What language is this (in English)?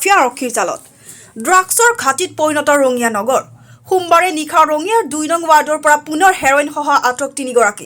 Assamese